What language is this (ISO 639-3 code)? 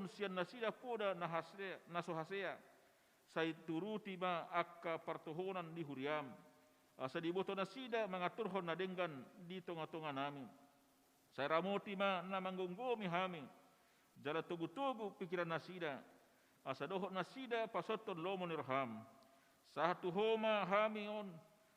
bbc